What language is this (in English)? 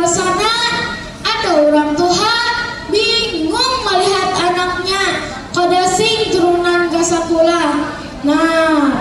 Banjar